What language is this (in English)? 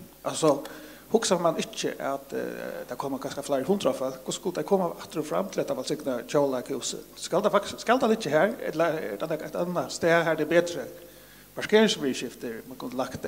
Faroese